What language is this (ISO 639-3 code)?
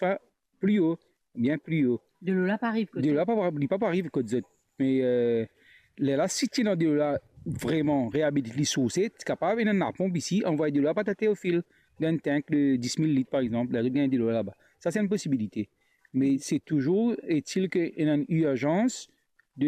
mfe